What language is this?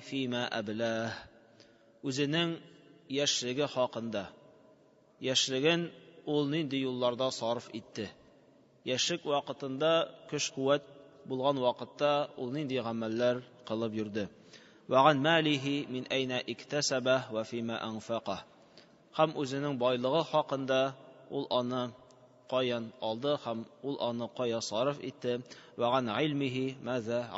Tatar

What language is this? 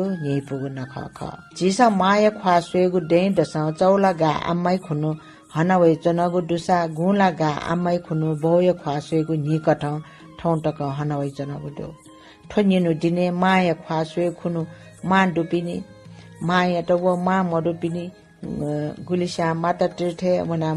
Newari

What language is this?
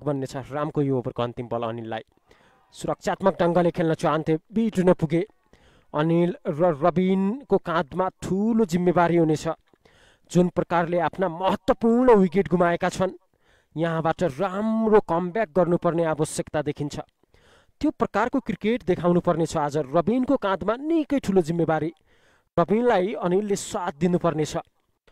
Nepali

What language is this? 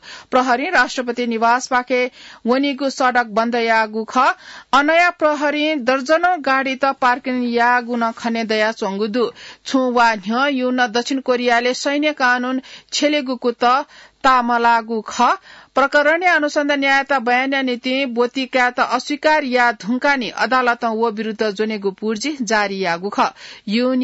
Newari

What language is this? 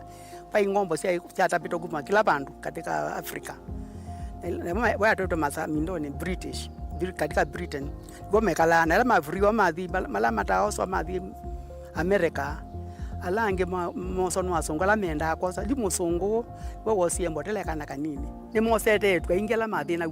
Kamba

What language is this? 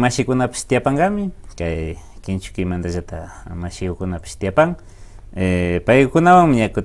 Imbabura Highland Quichua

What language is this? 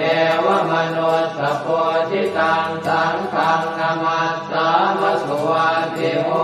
Pali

